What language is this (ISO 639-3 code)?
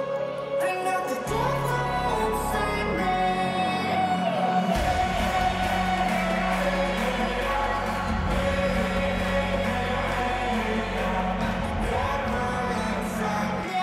eng